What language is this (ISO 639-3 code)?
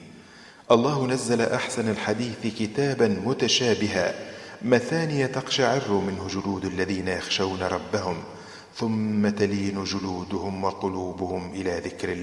aeb